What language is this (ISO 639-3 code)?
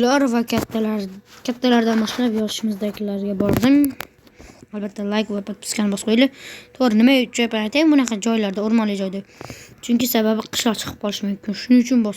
uzb